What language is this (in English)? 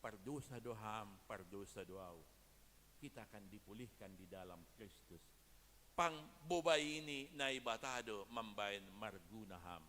Batak Simalungun